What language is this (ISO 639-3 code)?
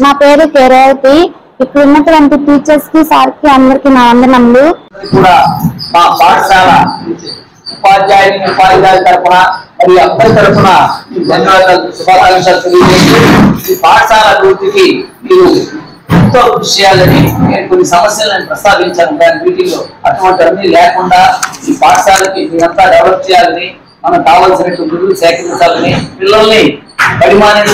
tel